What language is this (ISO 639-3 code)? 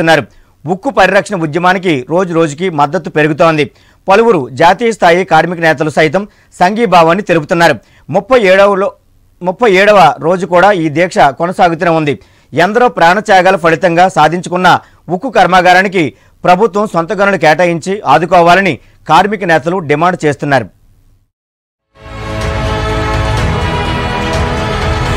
tel